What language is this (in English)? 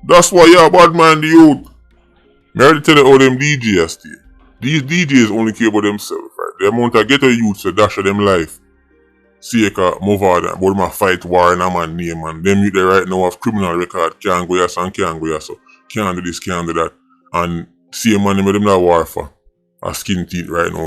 Jamaican Creole English